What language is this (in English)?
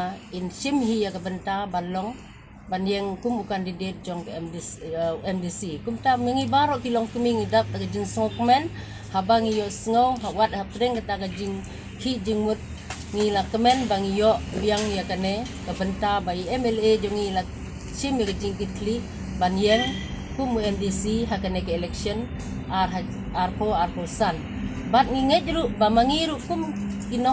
Khasi